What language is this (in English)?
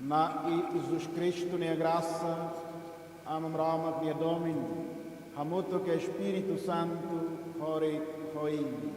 Tetum